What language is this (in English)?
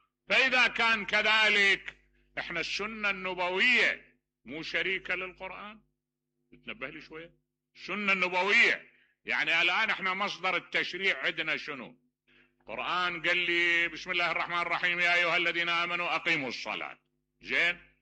Mesopotamian Arabic